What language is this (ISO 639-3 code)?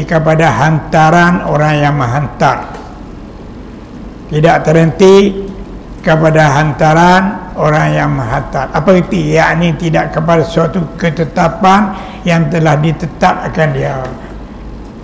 msa